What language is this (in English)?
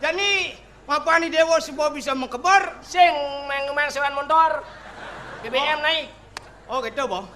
Balinese